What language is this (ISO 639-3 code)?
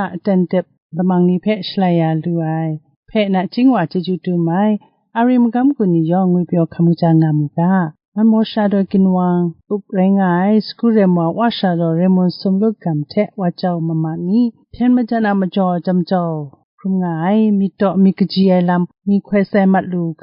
kac